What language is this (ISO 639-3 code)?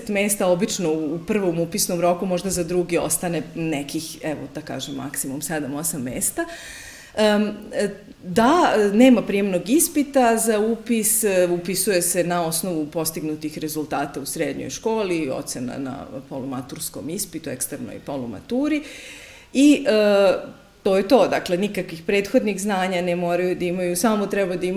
srp